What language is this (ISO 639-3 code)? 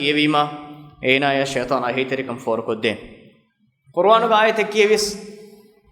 div